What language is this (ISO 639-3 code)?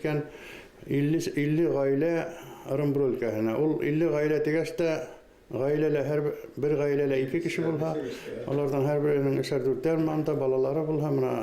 bak